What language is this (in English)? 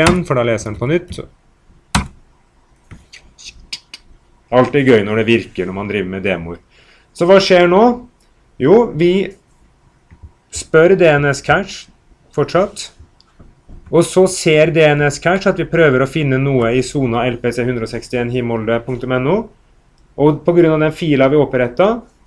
Norwegian